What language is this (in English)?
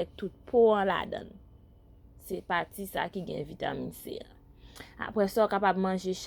Haitian Creole